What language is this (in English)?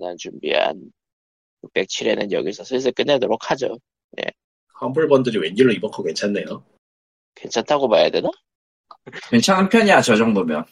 Korean